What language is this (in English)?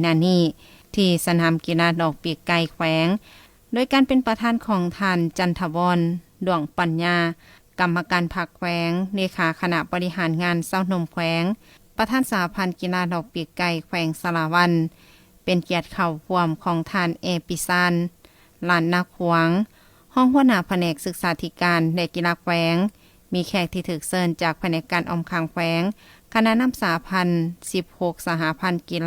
Lao